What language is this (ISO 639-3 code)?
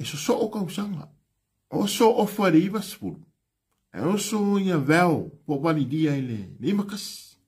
smo